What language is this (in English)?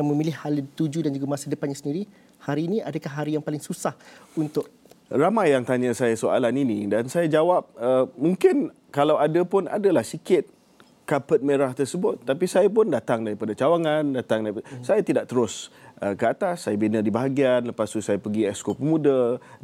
Malay